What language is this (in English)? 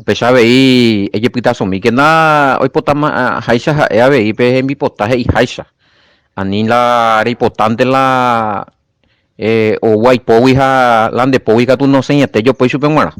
Guarani